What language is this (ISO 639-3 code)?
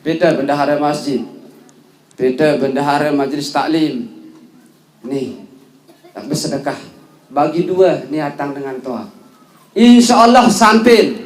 sas